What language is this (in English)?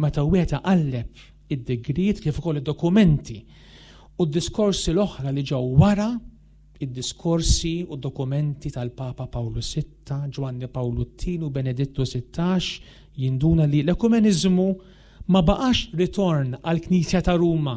Maltese